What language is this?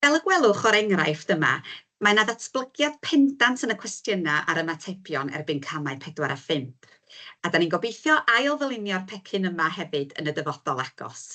Welsh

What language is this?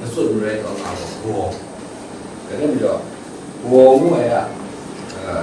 Kachin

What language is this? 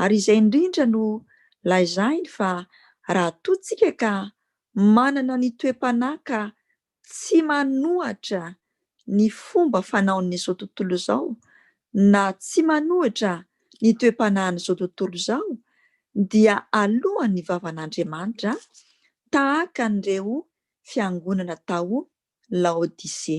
Malagasy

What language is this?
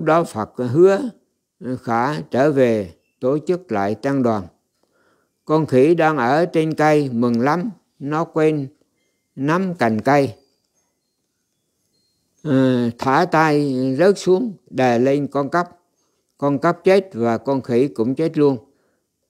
Vietnamese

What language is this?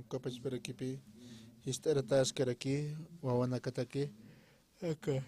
Aymara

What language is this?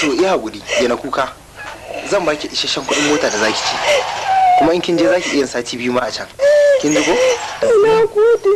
Hausa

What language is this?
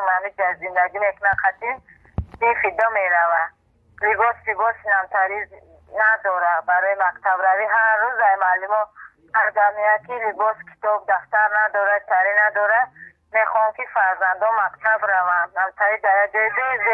Tajik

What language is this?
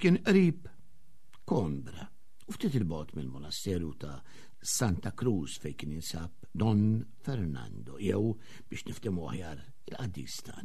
Maltese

